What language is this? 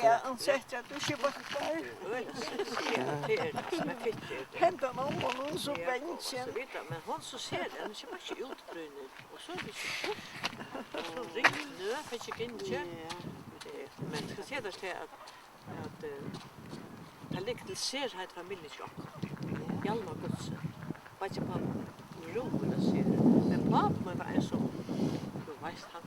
Faroese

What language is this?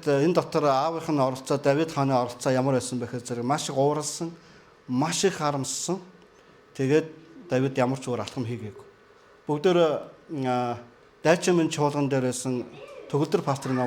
Mongolian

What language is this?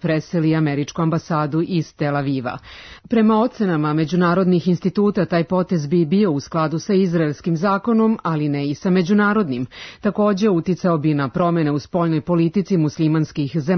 Serbian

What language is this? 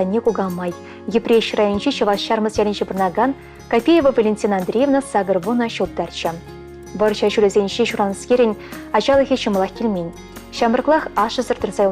Chuvash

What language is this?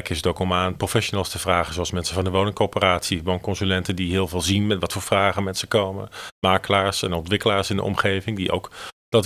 Dutch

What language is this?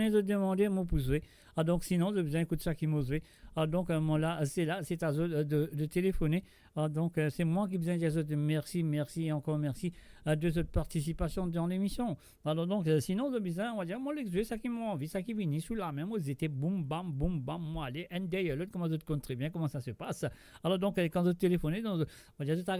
Morisyen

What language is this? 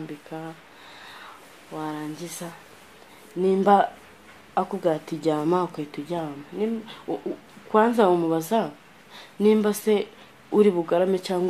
Kinyarwanda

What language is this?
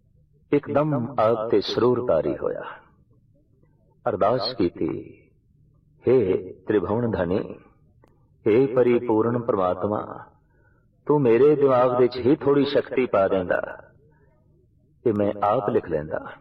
Punjabi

